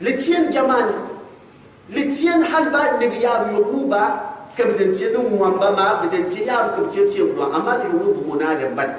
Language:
Gourmanchéma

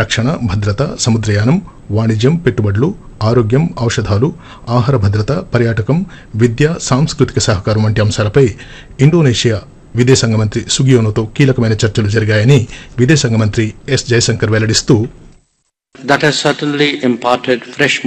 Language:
Telugu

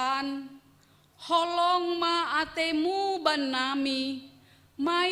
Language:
Batak Simalungun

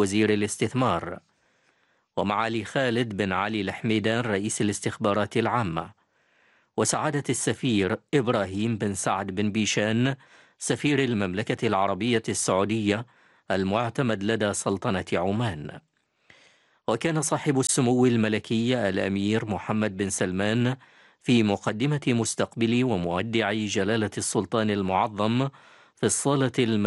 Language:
Arabic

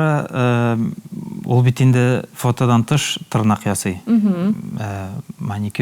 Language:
Tatar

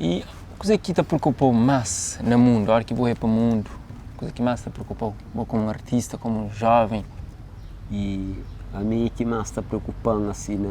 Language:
Kabuverdianu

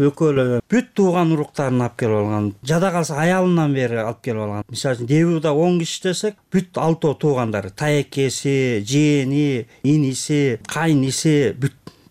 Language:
Kyrgyz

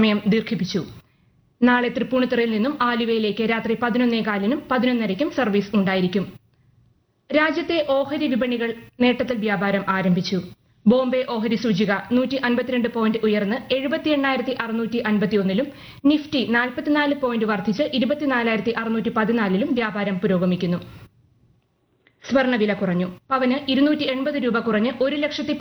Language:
Malayalam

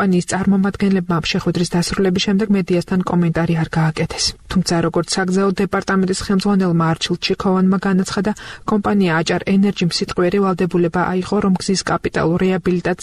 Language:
Georgian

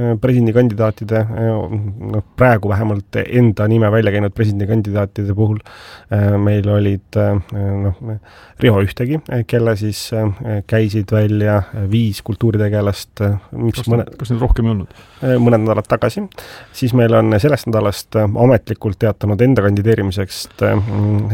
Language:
Estonian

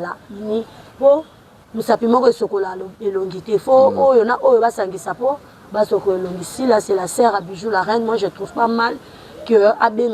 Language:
Lingala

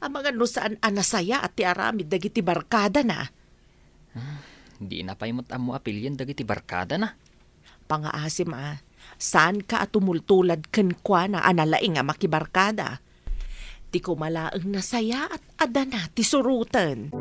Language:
Iloko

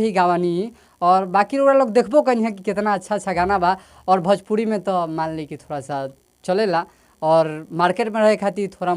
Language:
Bhojpuri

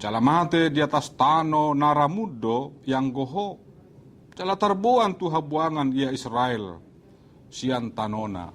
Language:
Batak Toba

